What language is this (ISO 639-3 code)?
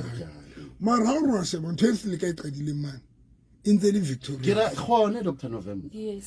sot